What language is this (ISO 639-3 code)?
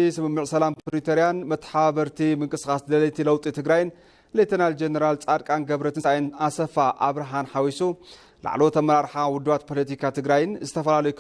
tir